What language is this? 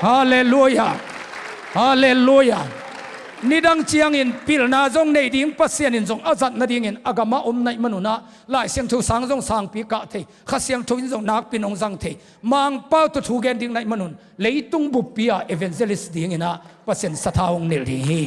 Tedim Chin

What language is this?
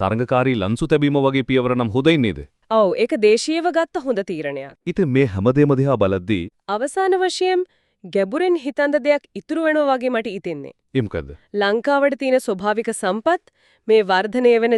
Sinhala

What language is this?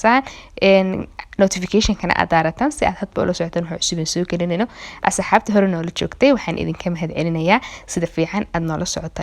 Somali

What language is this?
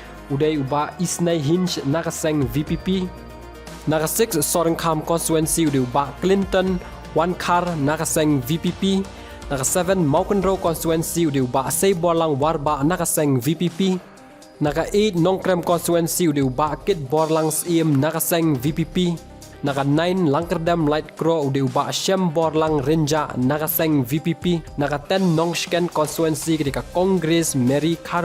Khasi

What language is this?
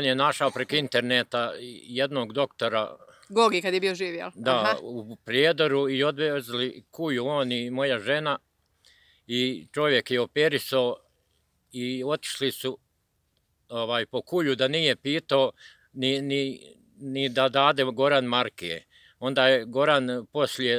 Croatian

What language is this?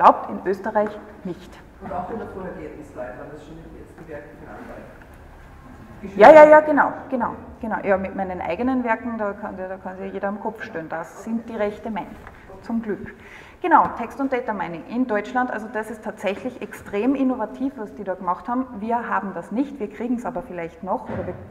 German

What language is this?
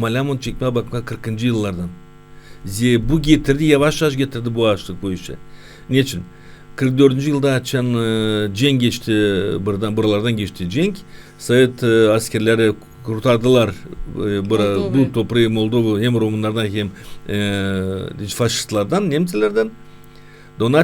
Gagauz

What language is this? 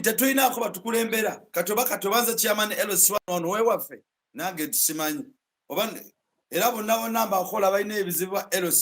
Ganda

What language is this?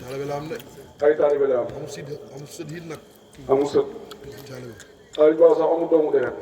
Wolof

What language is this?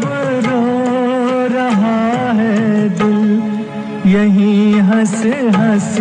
Hindi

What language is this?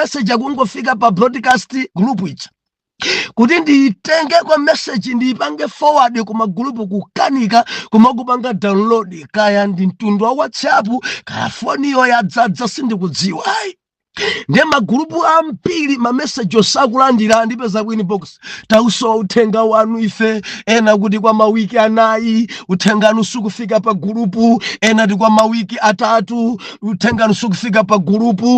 Nyanja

